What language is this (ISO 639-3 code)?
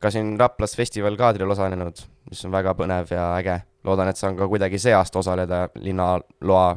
est